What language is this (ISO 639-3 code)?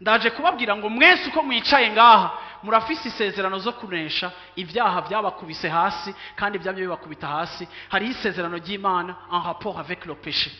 run